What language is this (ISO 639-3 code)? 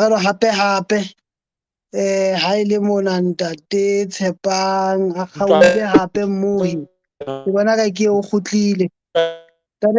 sot